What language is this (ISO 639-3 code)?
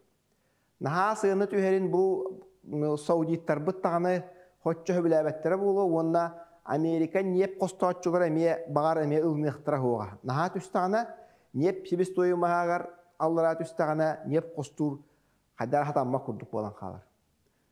sah